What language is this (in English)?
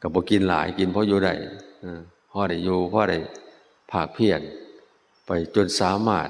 Northeastern Thai